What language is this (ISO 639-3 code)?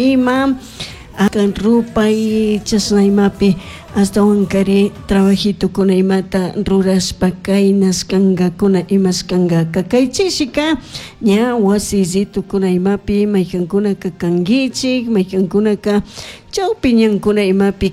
qug